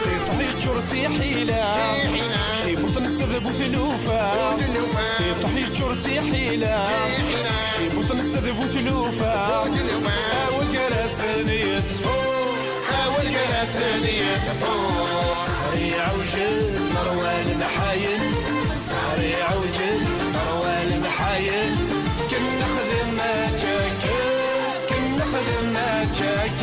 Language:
Kabyle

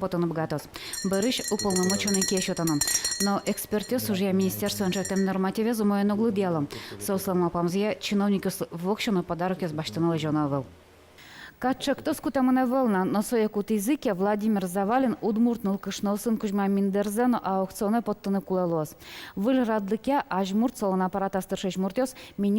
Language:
Udmurt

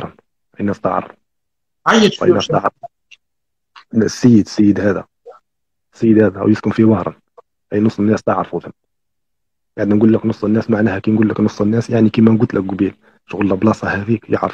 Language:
Algerian Arabic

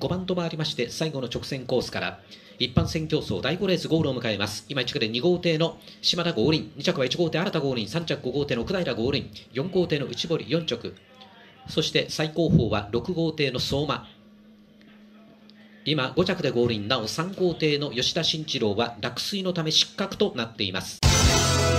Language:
Japanese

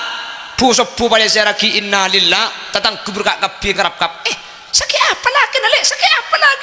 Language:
Madurese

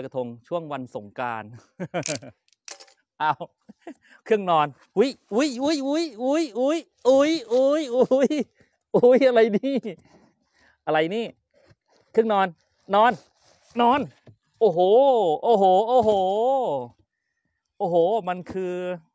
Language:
Thai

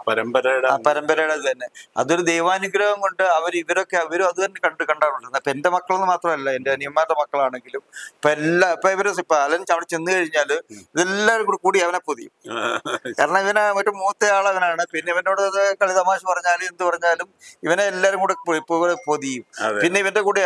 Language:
Malayalam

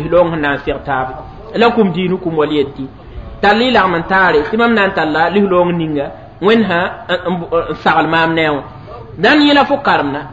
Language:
Mossi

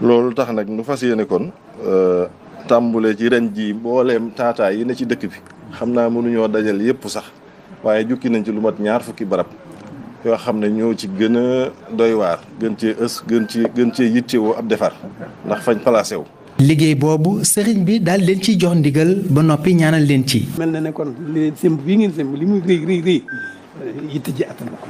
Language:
Wolof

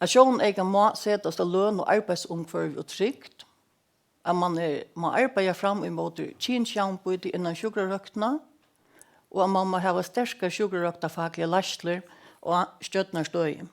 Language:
Faroese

